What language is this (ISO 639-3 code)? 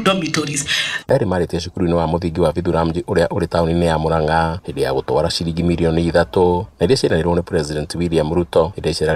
kik